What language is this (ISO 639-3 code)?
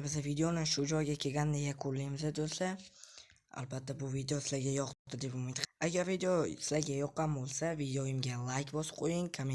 uzb